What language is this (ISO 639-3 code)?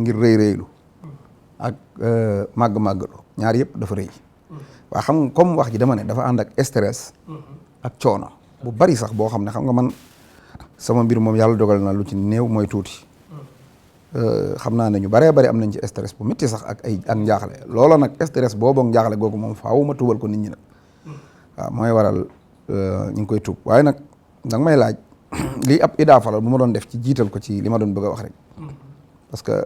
wol